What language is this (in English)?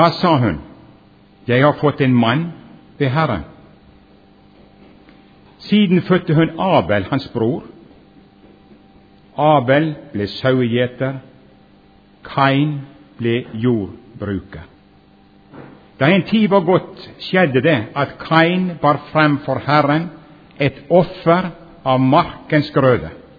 Norwegian